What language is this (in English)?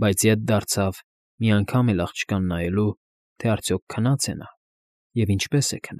Armenian